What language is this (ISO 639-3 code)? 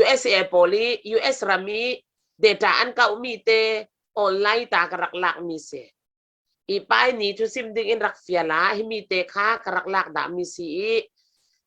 cfm